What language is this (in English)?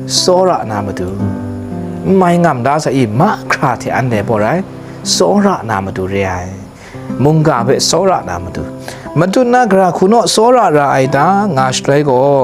Kachin